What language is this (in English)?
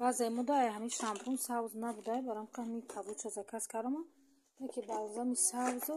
Tajik